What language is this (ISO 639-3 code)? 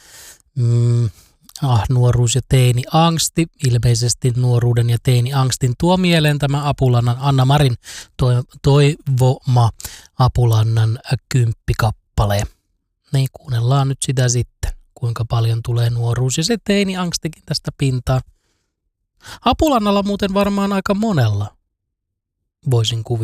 fin